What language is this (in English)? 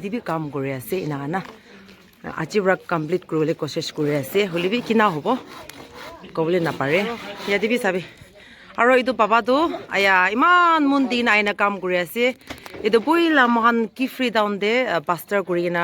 Naga Pidgin